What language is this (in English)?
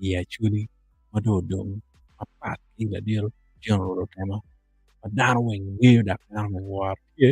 Acoli